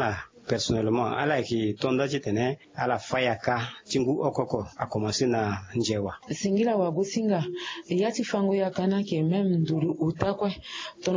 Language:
Sango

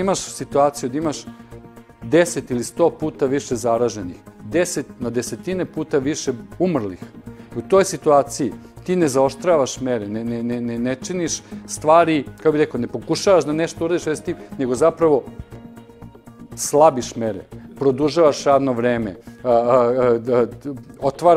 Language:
Serbian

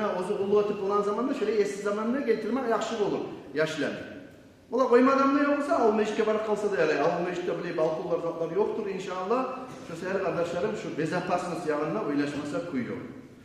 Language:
Kumyk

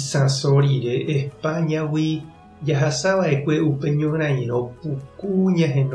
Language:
Guarani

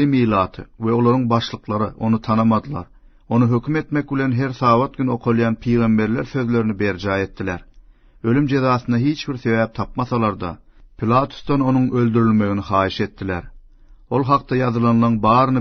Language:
Turkmen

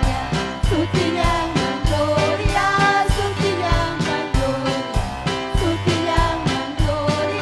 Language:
Ayacucho Quechua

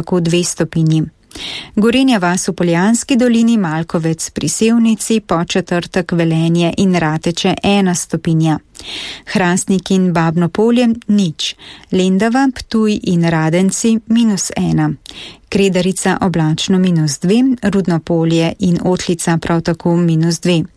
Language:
Slovenian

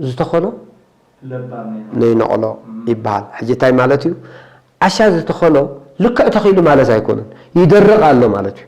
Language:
Tigrinya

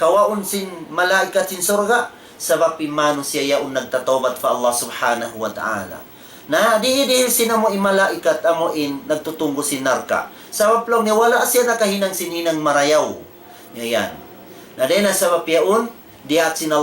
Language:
Tausug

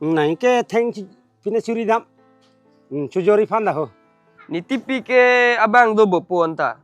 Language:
Karbi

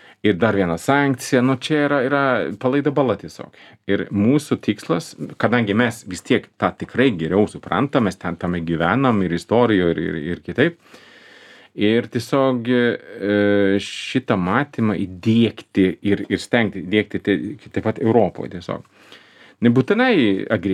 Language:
Lithuanian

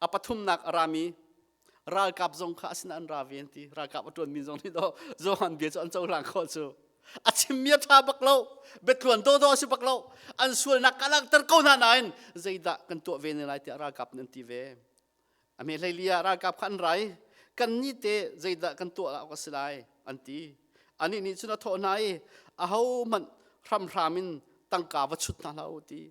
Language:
Hakha Chin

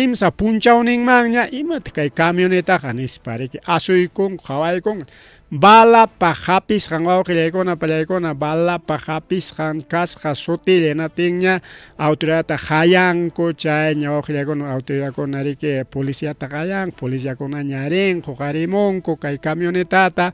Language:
Ayacucho Quechua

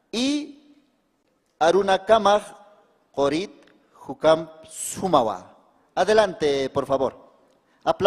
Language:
Aymara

